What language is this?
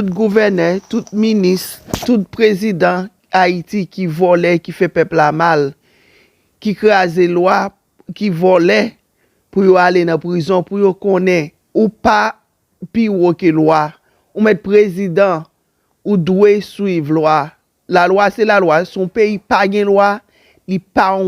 Haitian Creole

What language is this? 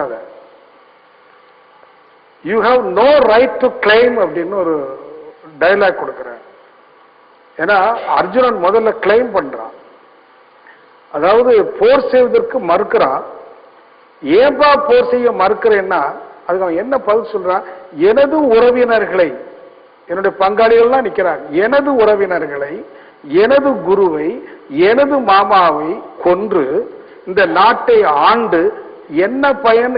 Tamil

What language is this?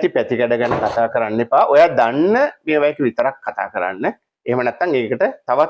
Sinhala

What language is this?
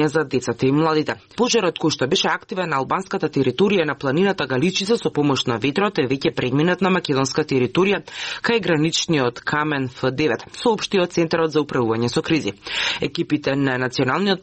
Macedonian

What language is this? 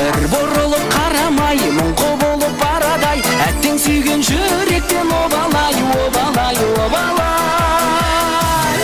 Kara-Kalpak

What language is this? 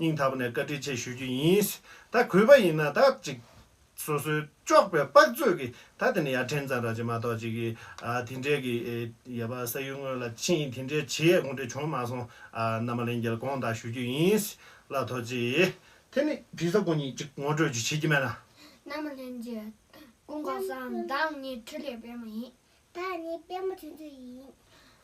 Tibetan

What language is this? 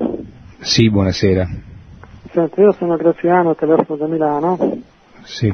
Italian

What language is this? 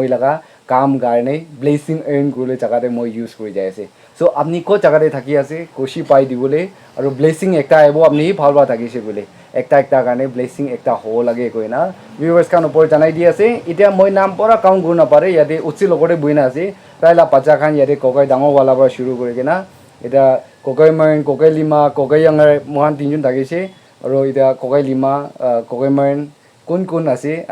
Naga Pidgin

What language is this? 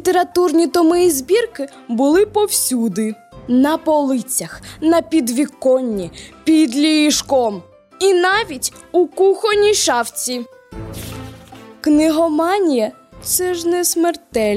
Ukrainian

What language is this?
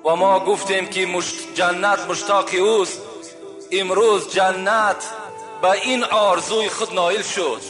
Tajik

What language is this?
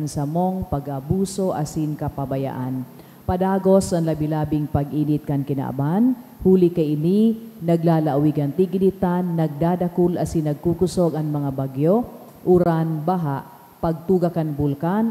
Bikol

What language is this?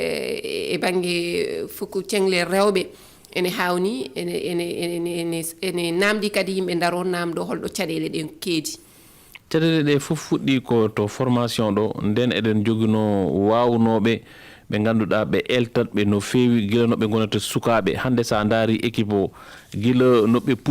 Fula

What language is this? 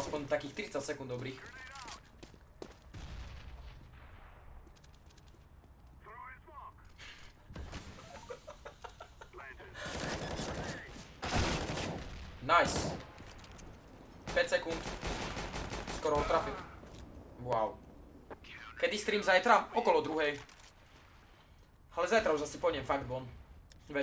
Slovak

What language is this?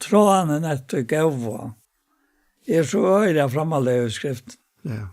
Faroese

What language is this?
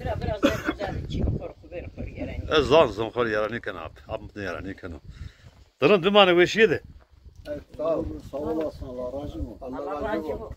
Zaza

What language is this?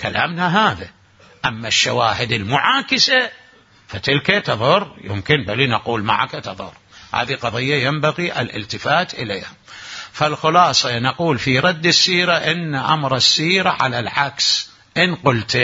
Mesopotamian Arabic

